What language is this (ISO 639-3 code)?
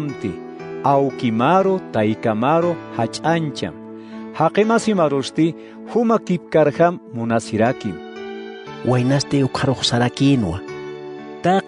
aym